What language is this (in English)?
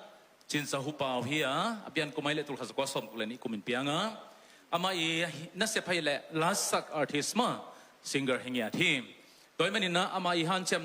Tedim Chin